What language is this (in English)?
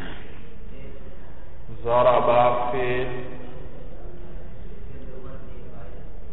Urdu